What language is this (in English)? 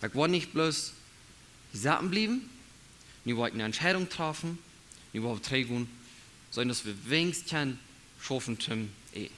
Plautdietsch